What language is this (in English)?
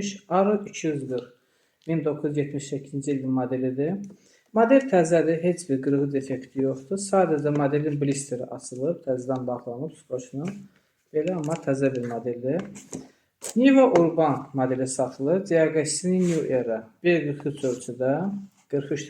Azerbaijani